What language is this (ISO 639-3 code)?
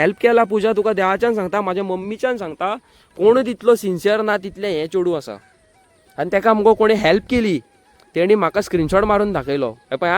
kok